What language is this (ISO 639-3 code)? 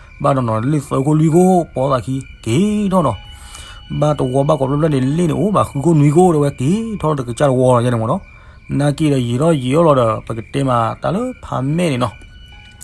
ksw